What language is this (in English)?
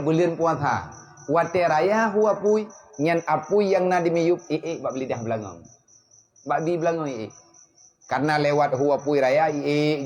Achinese